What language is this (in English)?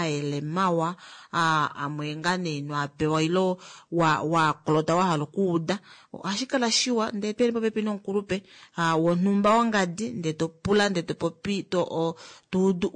Kuanyama